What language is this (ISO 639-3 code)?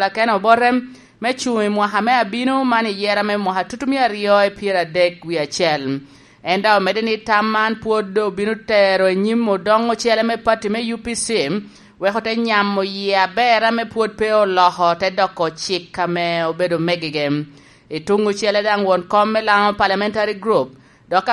laj